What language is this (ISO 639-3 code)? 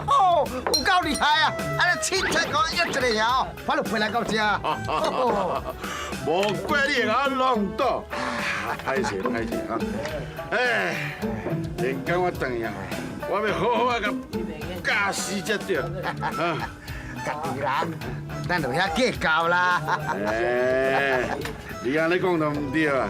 nan